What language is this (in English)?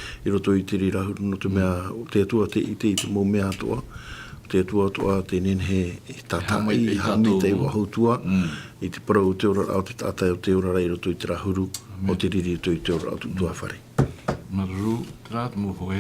Tahitian